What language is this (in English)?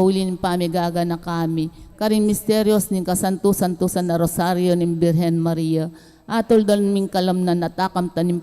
Pampanga